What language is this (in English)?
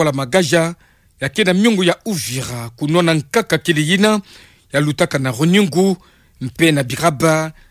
Kituba (Democratic Republic of Congo)